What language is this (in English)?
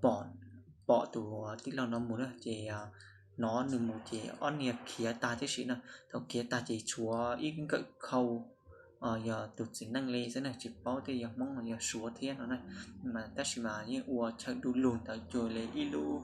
Hmong